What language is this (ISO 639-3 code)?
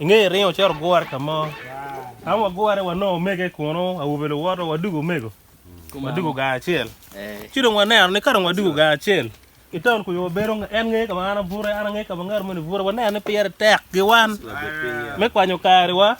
ach